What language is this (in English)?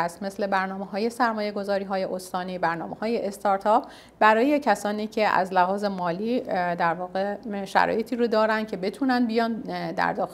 Persian